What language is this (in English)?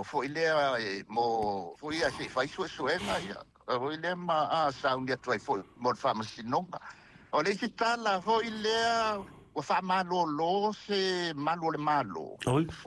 Samoan